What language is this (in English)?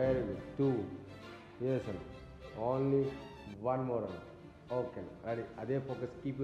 English